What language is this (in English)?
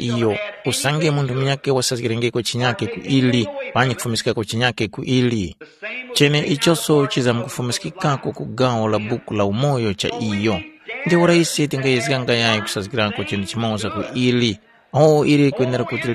Tumbuka